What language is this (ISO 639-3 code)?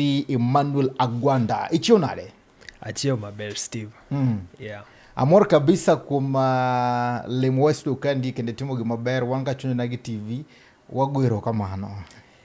luo